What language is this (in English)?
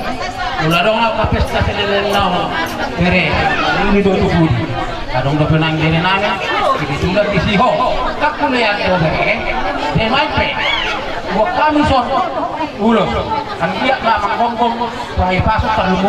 Batak Toba